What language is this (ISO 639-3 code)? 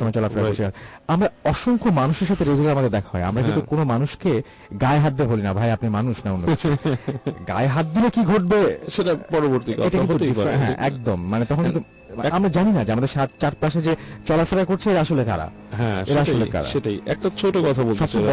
ben